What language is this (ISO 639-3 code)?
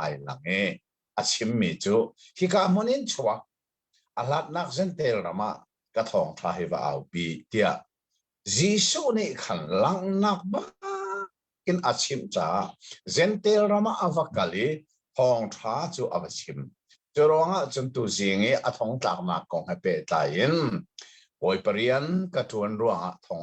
cnh